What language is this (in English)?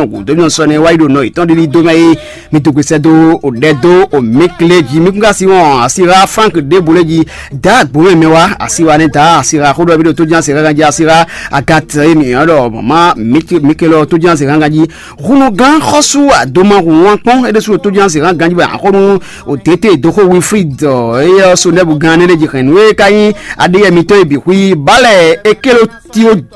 Fon